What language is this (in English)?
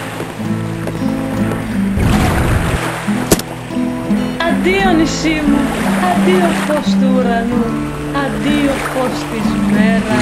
Greek